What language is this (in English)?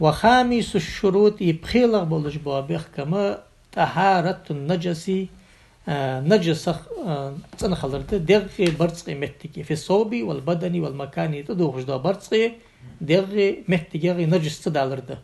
Ingush